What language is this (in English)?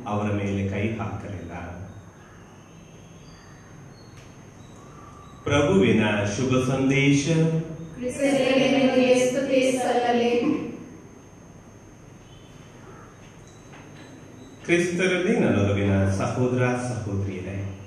Kannada